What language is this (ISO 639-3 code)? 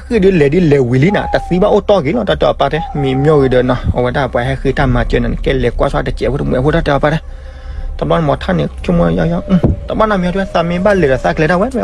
ksw